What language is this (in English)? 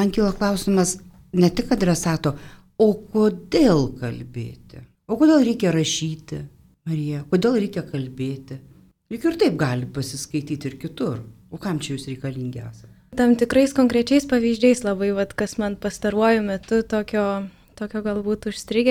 Lithuanian